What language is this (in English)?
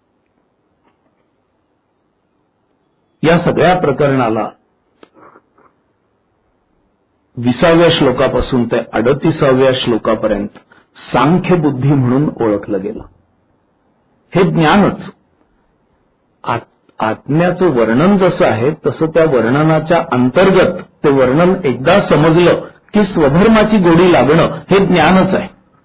Marathi